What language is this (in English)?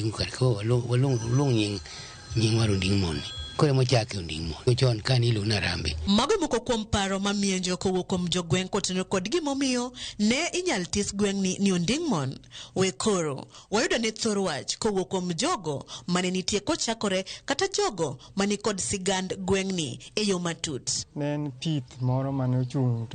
Luo (Kenya and Tanzania)